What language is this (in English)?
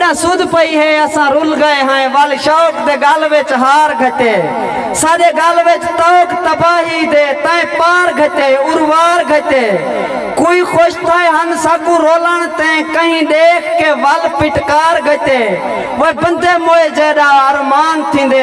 Saraiki